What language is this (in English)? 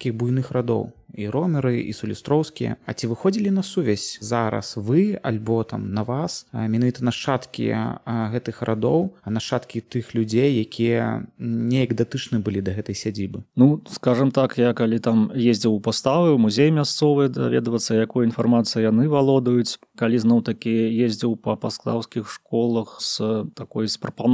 Belarusian